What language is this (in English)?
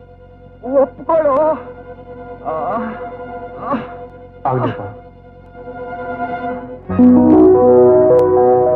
Kannada